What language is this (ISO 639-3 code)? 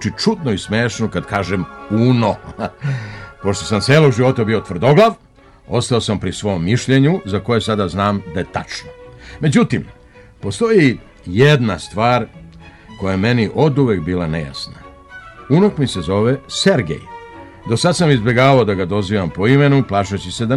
srp